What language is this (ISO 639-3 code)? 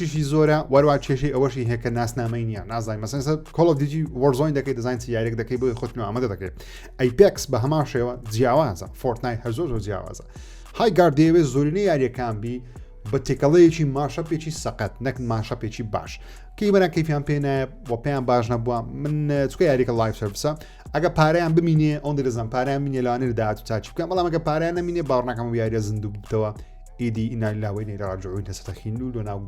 ckb